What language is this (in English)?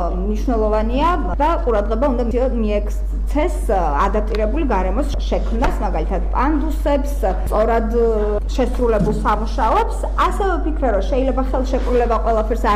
Georgian